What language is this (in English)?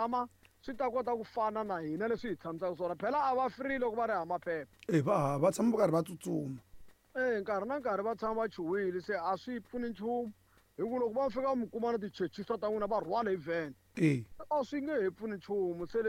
Tsonga